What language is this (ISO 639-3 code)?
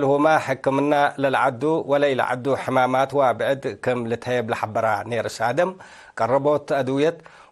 tig